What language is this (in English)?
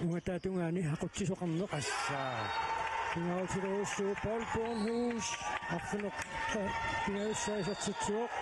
Kalaallisut